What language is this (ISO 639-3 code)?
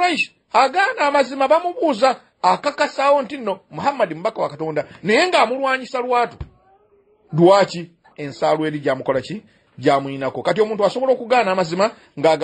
lug